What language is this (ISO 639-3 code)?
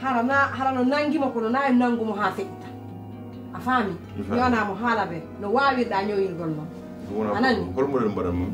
fuf